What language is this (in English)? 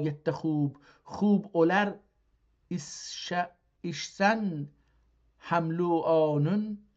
South Azerbaijani